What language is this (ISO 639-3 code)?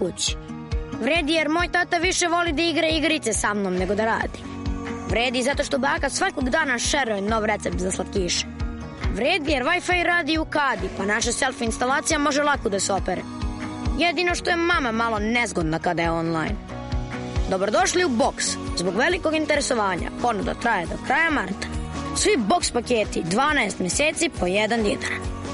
srp